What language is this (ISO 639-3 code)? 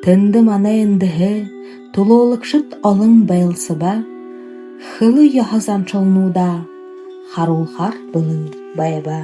bua